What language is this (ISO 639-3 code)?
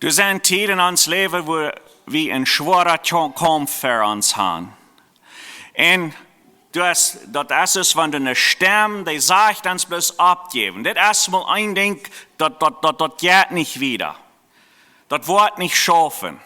pdt